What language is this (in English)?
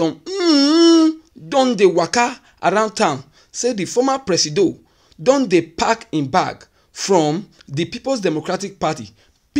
Nigerian Pidgin